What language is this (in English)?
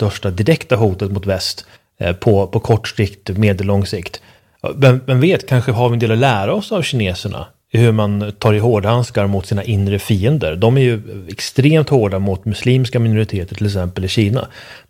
Swedish